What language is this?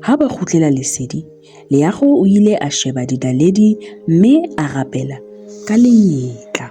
Southern Sotho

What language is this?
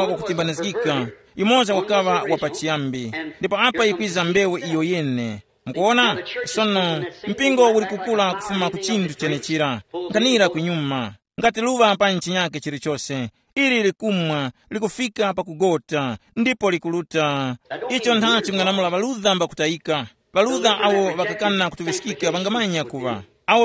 Tumbuka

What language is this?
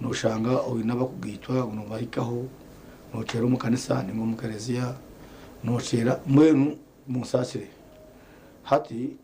Nyankole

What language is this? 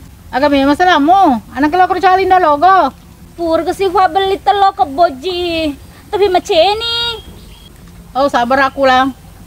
Buginese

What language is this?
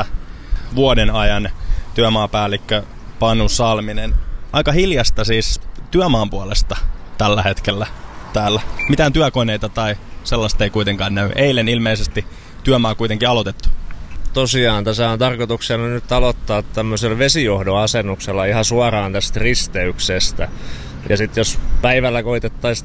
Finnish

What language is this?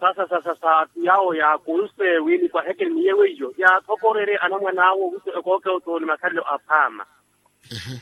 Makhuwa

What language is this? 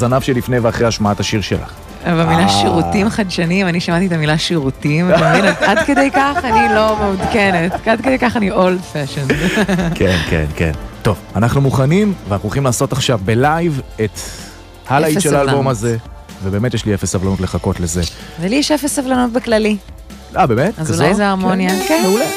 Hebrew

